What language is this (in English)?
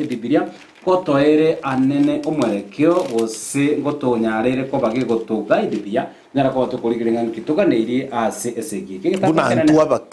Gusii